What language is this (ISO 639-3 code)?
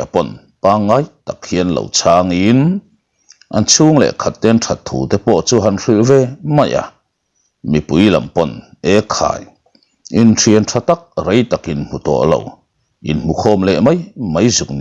lus